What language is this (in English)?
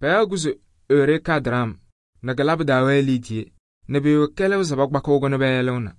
Kabiyè